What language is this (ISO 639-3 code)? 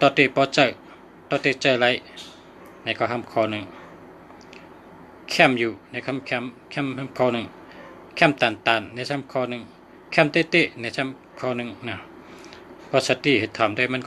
shn